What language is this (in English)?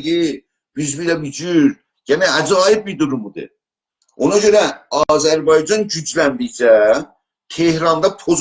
South Azerbaijani